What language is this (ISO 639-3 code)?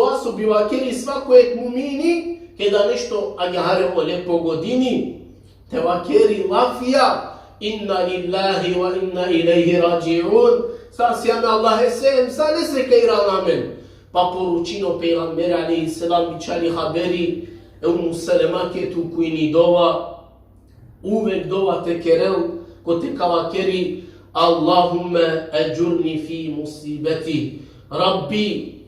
rmn